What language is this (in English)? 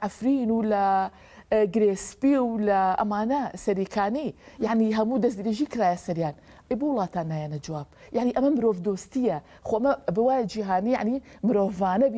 Kurdish